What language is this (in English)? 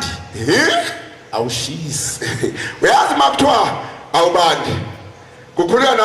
Zulu